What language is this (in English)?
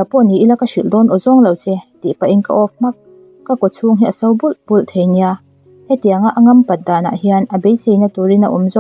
Mizo